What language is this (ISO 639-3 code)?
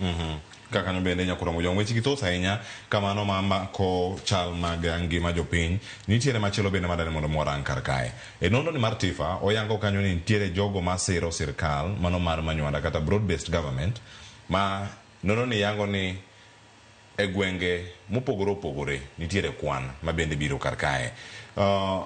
luo